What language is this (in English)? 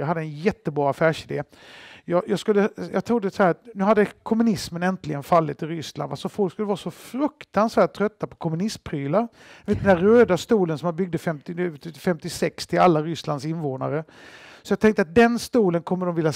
Swedish